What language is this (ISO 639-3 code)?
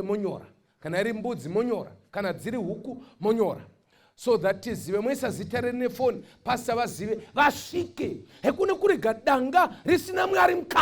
sna